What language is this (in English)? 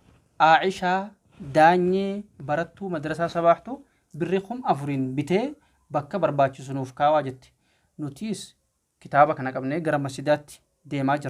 Oromo